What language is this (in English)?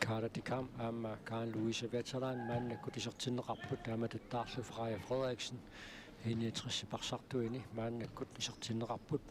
Kalaallisut